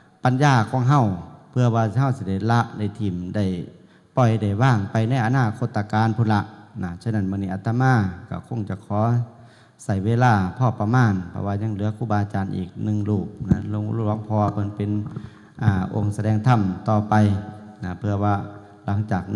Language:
Northeastern Thai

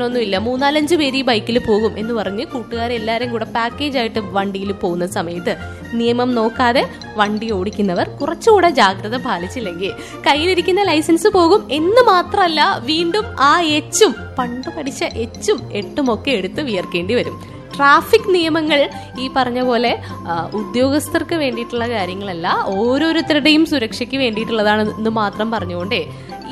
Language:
Malayalam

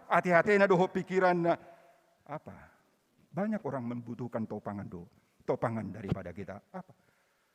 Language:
Batak Toba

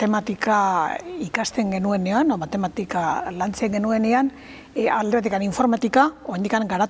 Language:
Basque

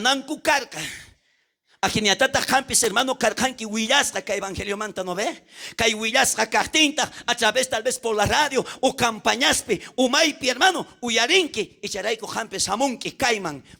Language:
South Bolivian Quechua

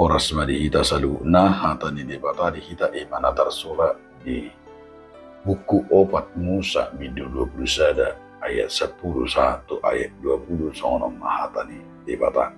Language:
Batak Toba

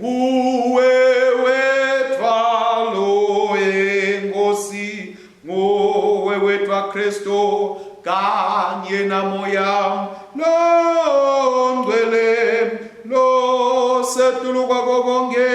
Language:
Swati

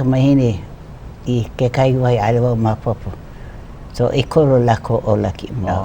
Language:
Hawaiian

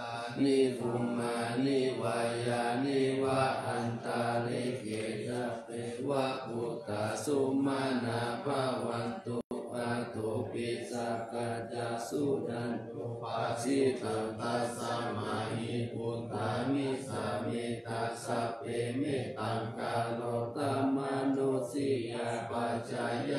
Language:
Pali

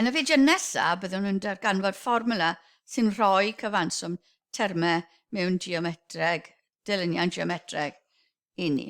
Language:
Welsh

